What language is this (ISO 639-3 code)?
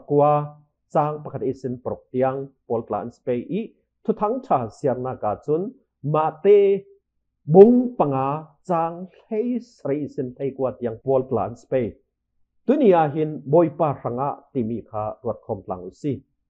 cfm